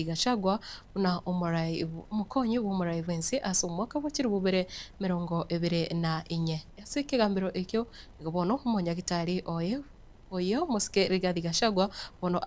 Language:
Gusii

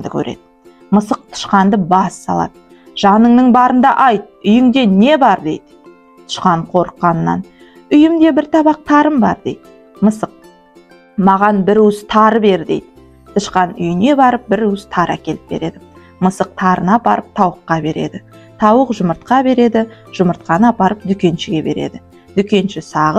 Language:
Kazakh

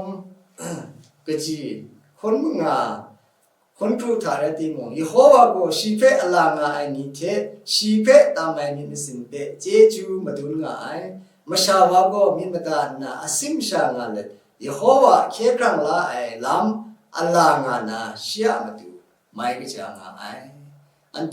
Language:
Kachin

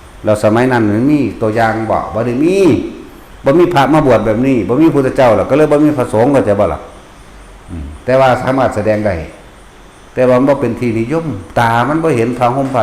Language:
Northeastern Thai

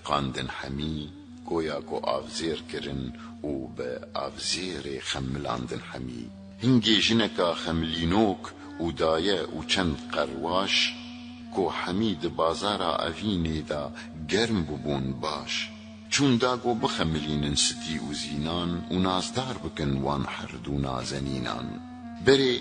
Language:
Kurdish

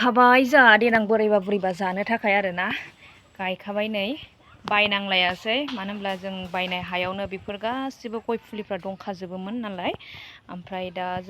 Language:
Bodo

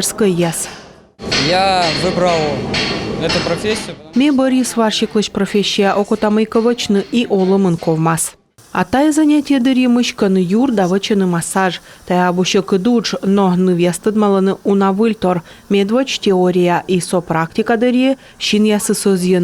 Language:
Komi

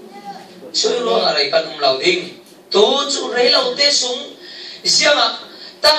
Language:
Falam Chin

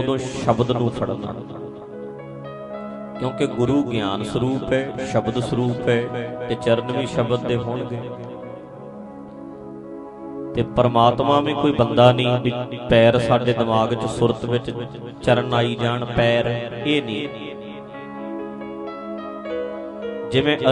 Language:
Punjabi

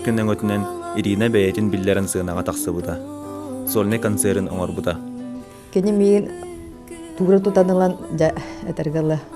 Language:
Yakut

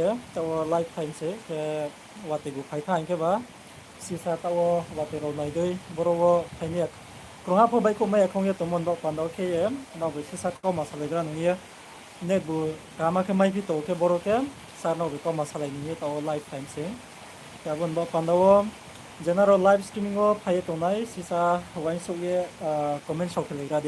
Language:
Riang (India)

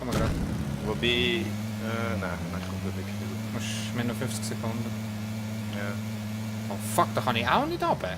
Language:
Swiss German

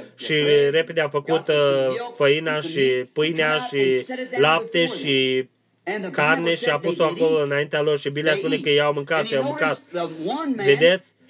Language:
Romanian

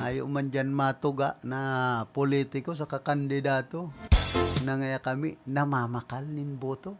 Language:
Bikol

